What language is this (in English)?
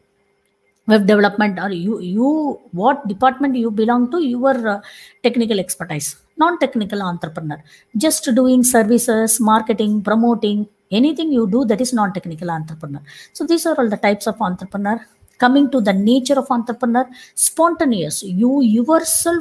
English